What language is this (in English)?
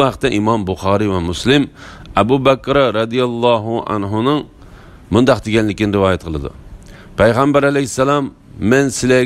Uyghur